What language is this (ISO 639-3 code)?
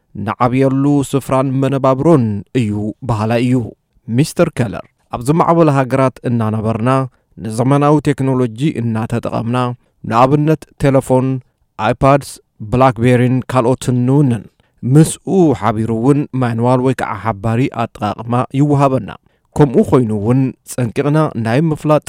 tir